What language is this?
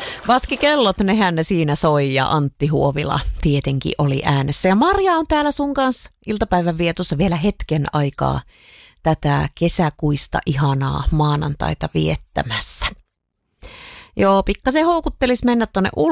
Finnish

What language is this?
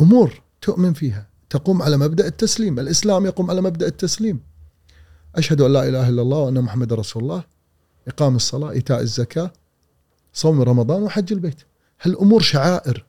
Gulf Arabic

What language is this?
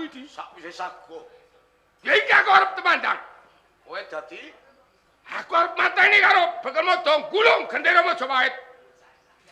Javanese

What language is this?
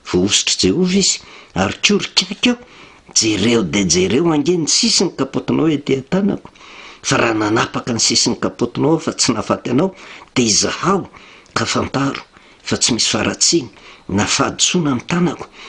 Malagasy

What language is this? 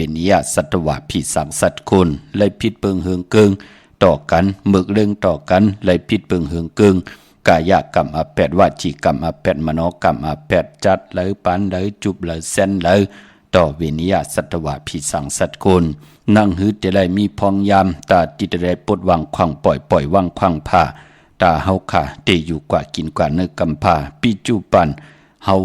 Shan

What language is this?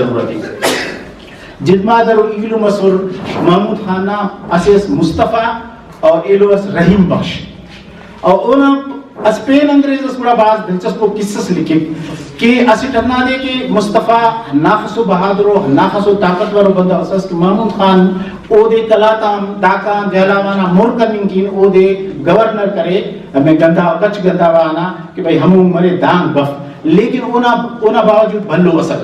Brahui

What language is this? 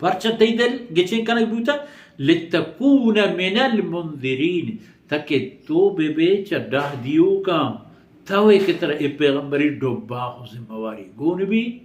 Baluchi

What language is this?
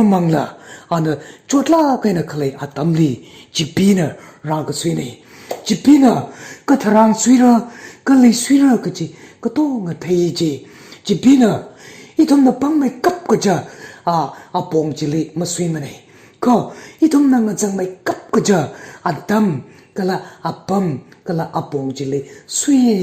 Tangkhul Naga (India)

